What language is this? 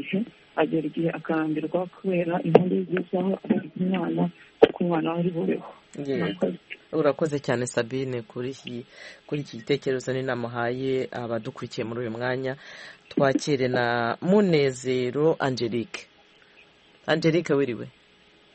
Kinyarwanda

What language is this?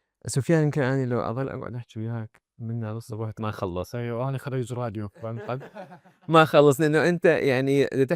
Mesopotamian Arabic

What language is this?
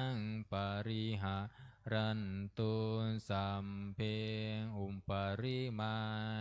Pali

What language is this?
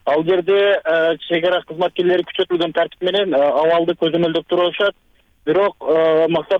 Kyrgyz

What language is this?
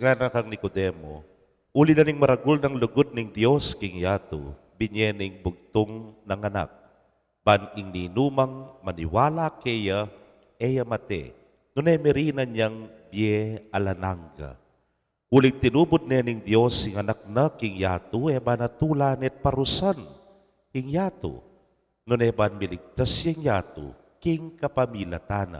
Pampanga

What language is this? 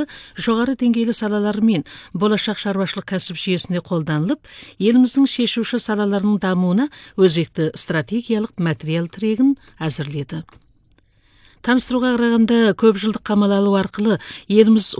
Kazakh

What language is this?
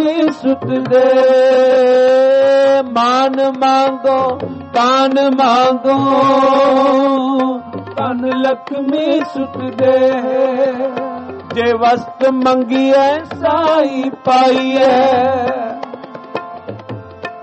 Punjabi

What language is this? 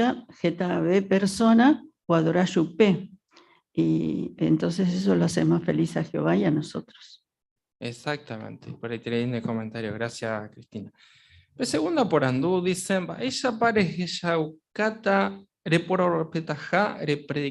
Guarani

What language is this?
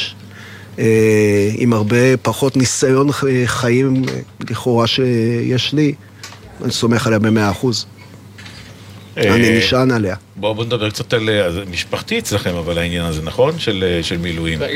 Hebrew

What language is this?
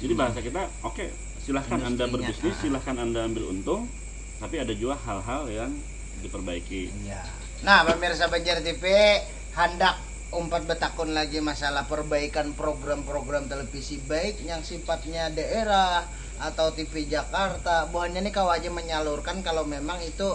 Banjar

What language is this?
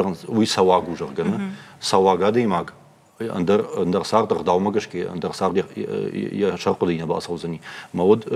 Ossetic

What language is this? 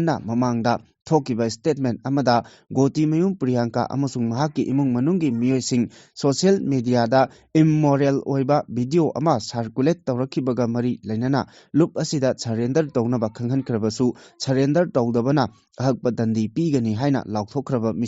Manipuri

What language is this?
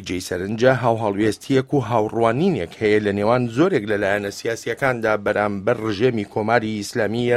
Central Kurdish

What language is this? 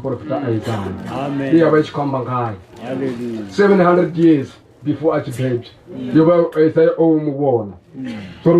Venda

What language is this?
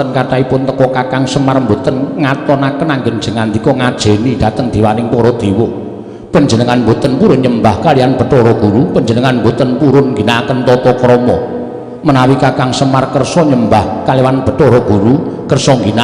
Javanese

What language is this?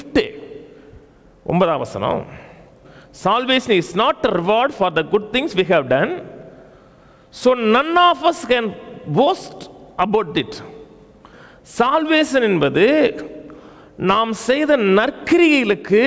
Tamil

